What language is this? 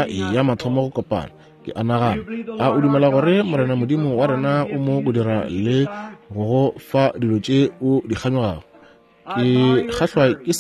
Northern Sotho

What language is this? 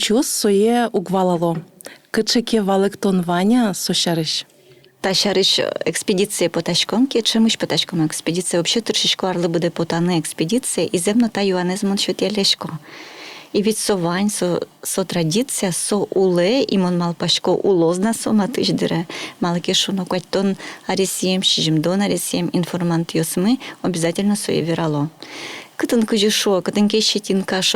Udmurt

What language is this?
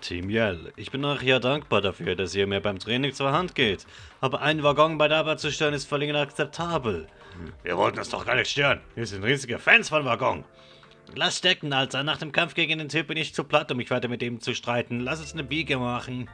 Swiss German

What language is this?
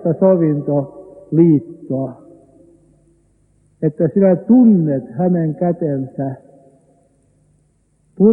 Finnish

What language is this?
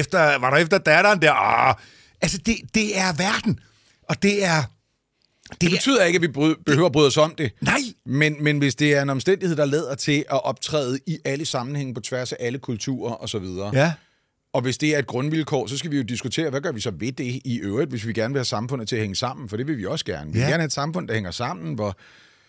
Danish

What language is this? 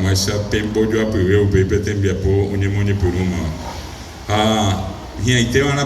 Guarani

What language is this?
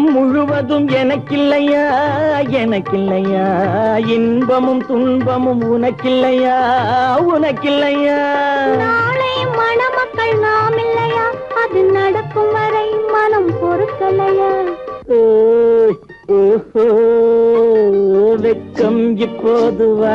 Tamil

